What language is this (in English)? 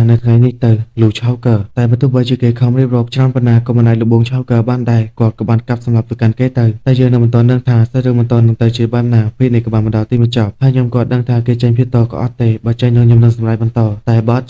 Khmer